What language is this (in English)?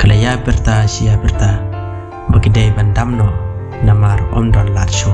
Khasi